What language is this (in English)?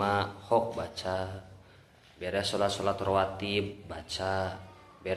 Sundanese